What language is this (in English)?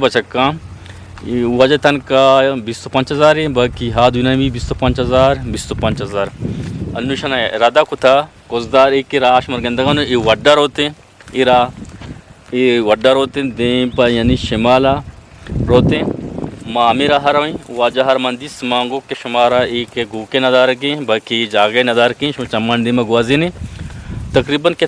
Eastern Balochi